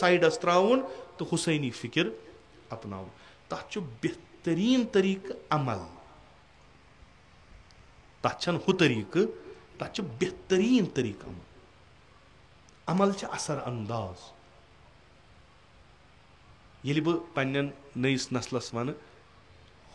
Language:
Kashmiri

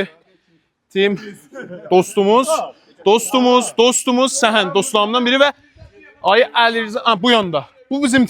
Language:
South Azerbaijani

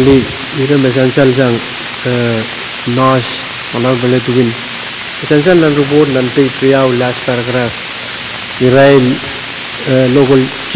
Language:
Pohnpeian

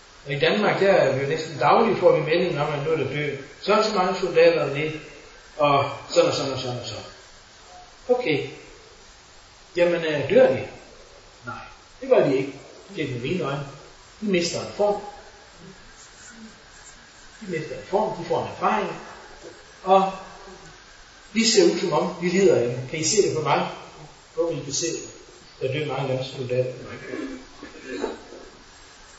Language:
Danish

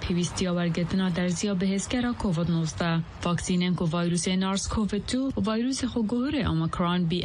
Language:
Kurdish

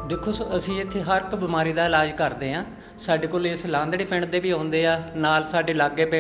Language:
Punjabi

